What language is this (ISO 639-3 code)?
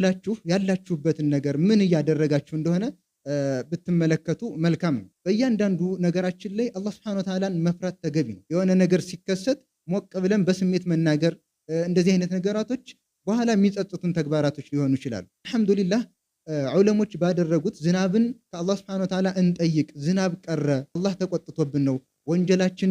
amh